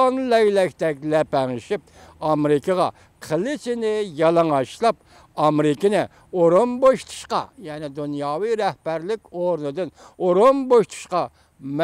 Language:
Uyghur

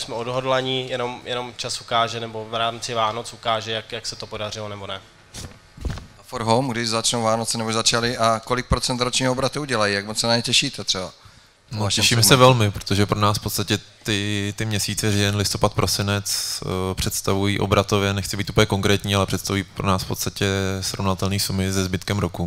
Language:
Czech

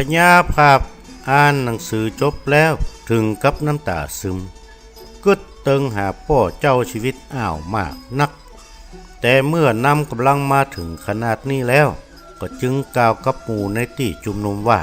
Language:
Northern Thai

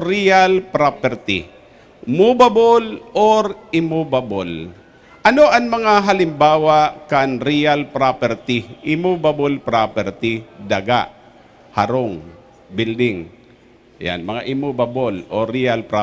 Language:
Bikol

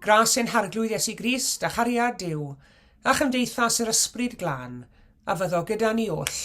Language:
Welsh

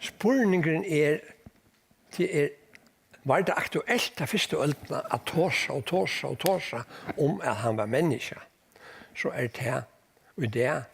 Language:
Faroese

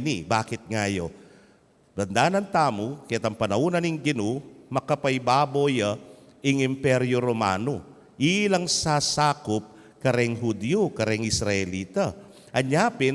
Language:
Pampanga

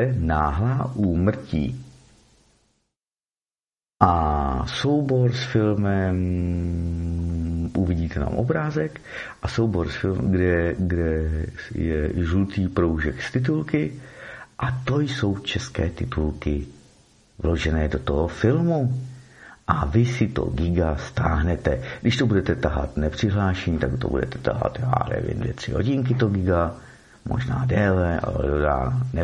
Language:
Czech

